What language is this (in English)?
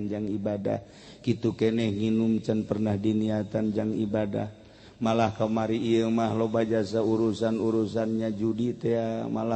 Sundanese